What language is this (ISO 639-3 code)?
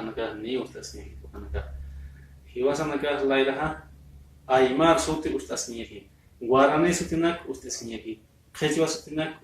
aym